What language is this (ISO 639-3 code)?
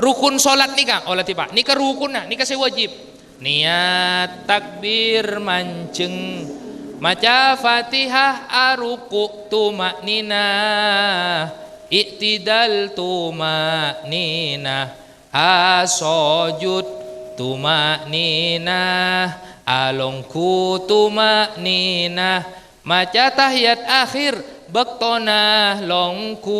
mad